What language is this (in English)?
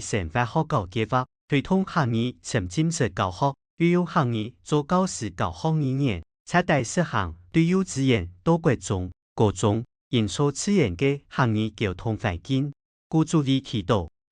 Hakka Chinese